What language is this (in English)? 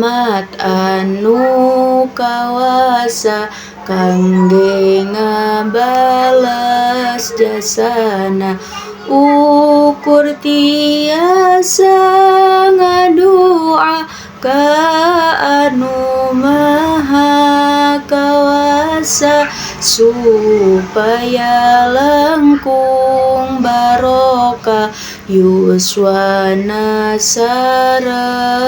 Sundanese